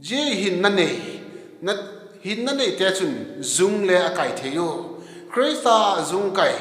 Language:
Vaiphei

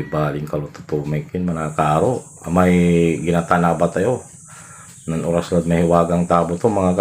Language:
Pangasinan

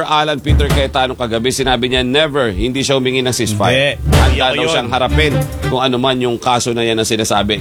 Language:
Filipino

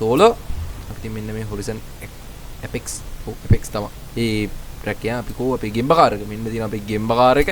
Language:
Sinhala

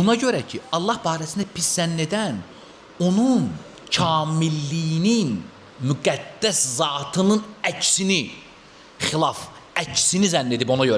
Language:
Azerbaijani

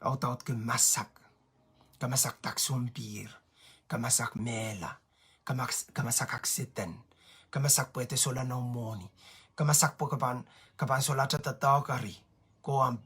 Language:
Pohnpeian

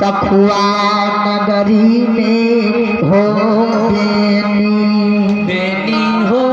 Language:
Maithili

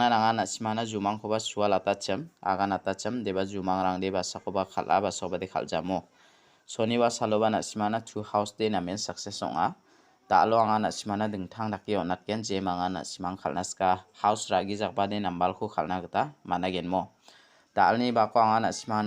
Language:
Garo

